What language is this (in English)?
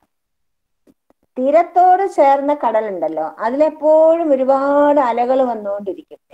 Malayalam